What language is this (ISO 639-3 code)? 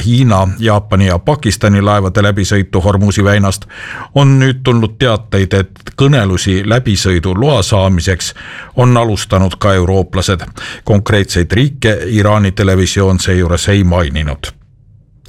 est